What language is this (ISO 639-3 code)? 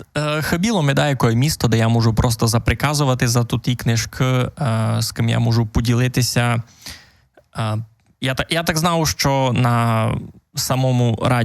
rue